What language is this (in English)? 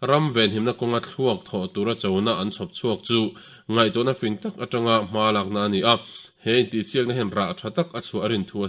Mizo